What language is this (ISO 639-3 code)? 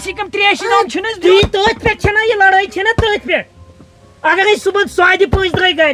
kas